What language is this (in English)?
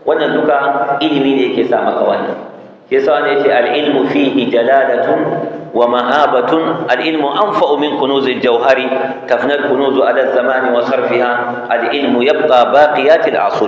Hausa